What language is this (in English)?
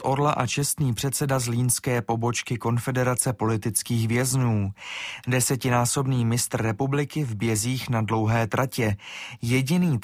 Czech